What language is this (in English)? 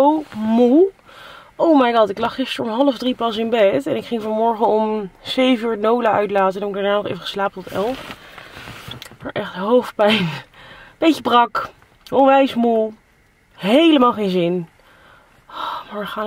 Dutch